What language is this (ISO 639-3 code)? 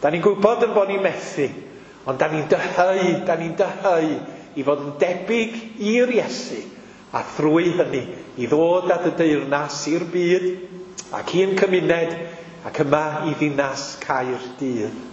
cym